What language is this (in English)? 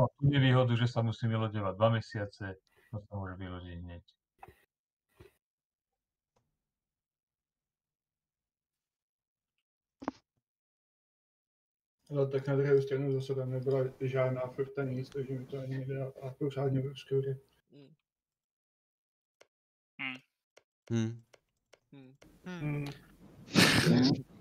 Czech